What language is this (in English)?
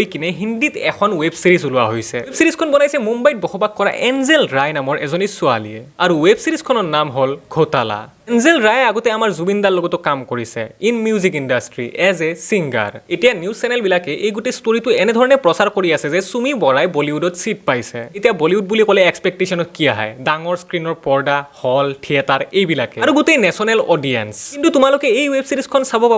Assamese